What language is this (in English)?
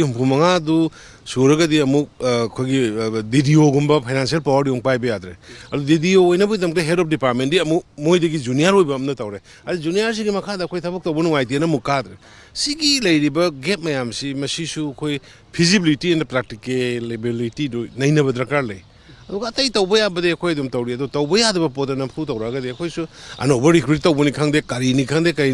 Manipuri